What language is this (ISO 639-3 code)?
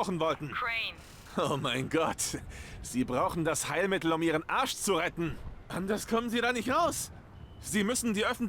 gsw